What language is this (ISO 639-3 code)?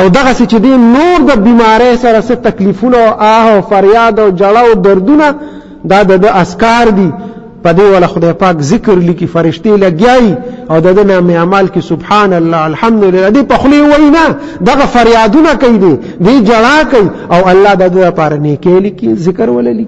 pus